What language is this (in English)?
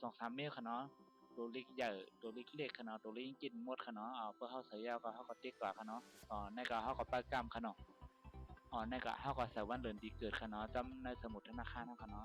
Shan